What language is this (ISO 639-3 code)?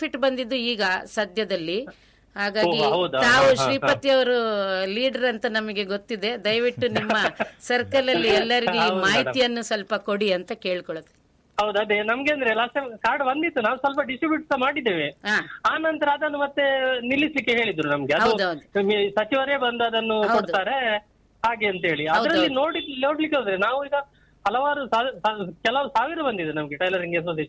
kan